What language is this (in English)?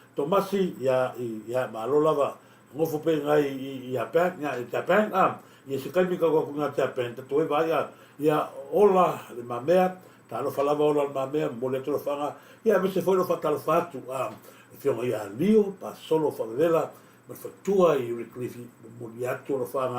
Samoan